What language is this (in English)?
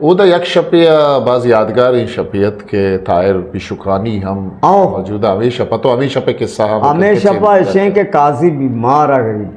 Eastern Balochi